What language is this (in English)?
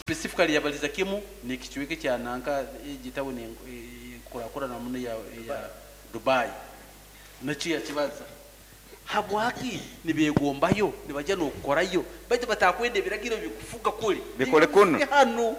Nyoro